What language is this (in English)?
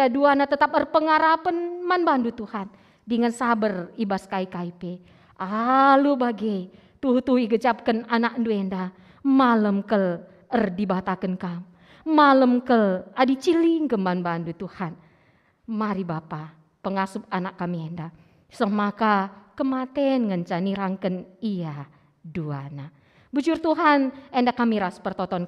Batak Karo